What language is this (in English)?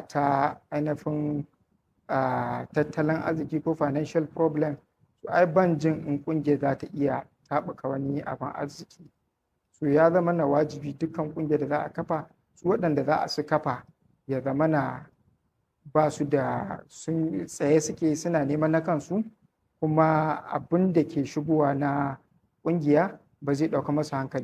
Hausa